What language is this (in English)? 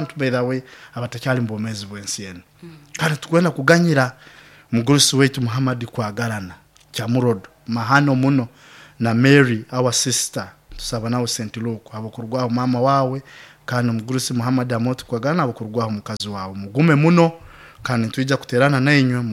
Nyoro